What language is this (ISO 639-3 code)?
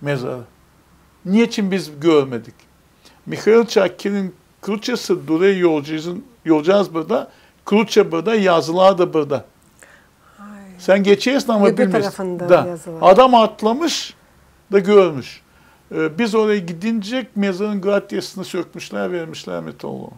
gag